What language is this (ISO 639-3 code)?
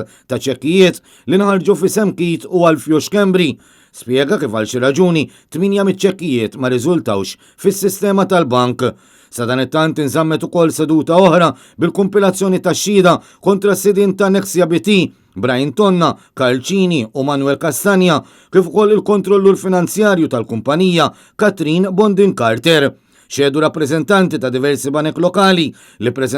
mlt